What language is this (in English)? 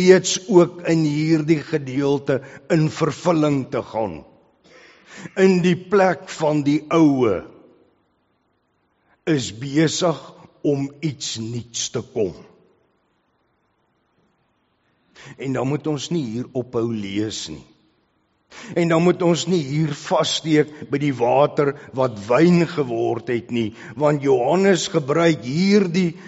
Afrikaans